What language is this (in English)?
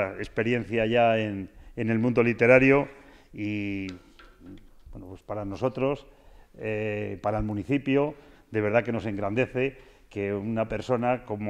Spanish